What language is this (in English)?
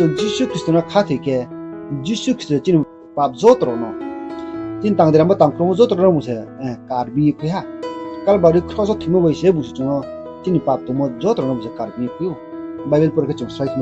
Riang (India)